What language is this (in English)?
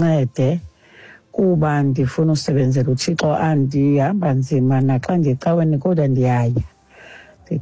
Xhosa